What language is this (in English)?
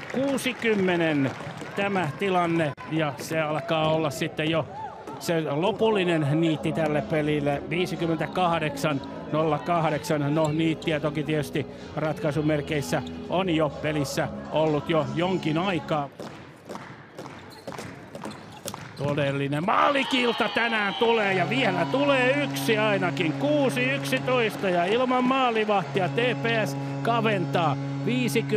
Finnish